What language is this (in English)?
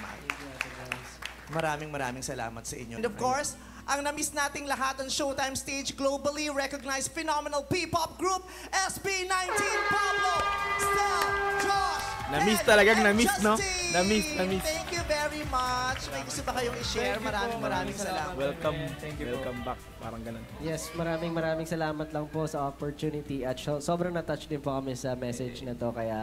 Filipino